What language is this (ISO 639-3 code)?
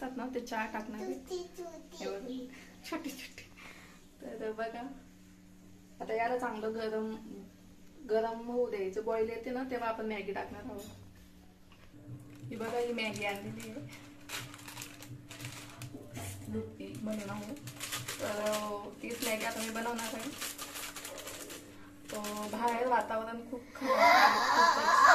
mar